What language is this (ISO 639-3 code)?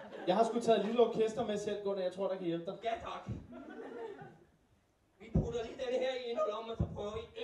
dan